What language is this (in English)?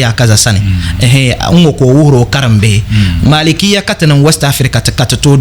Dagbani